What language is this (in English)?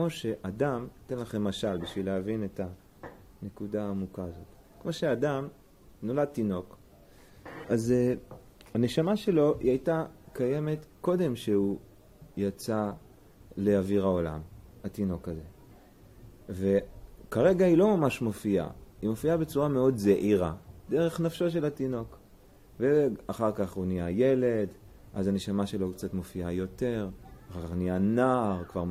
Hebrew